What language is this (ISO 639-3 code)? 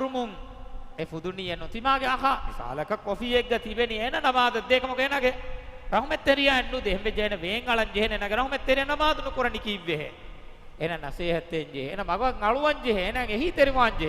div